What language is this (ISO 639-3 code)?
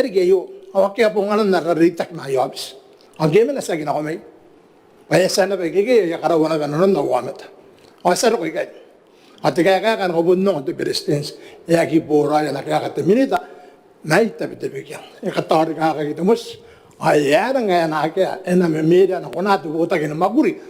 gil